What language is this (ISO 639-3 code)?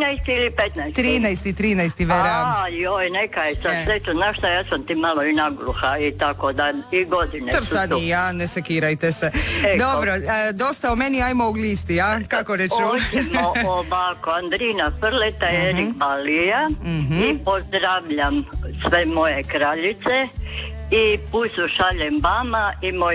hrv